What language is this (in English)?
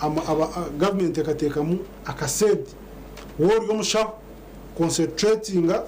Nyankole